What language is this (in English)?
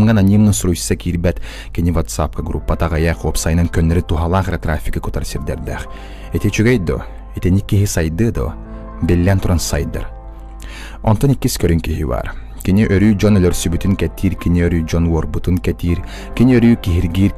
Yakut